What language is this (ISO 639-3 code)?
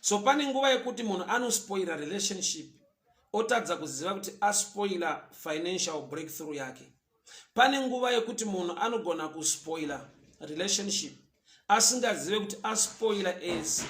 sna